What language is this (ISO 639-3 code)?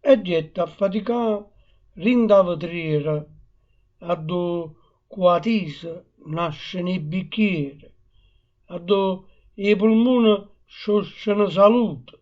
nap